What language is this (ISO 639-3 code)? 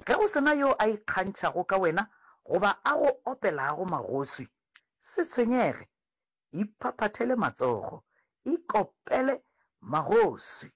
nso